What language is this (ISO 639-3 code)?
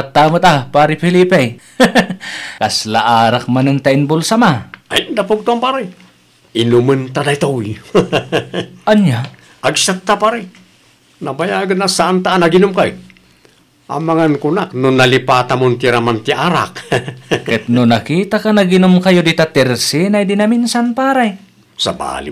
ilo